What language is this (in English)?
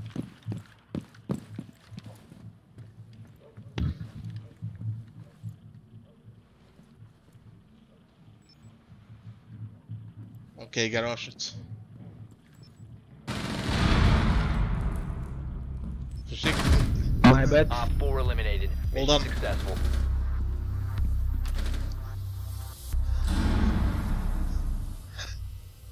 Swedish